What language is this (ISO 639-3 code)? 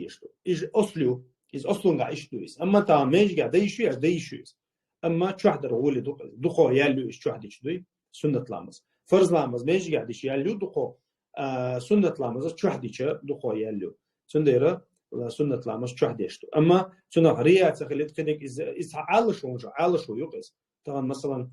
che